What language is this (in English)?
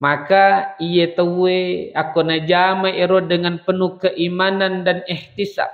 Buginese